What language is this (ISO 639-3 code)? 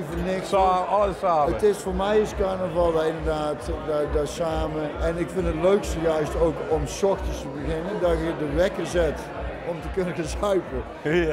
lim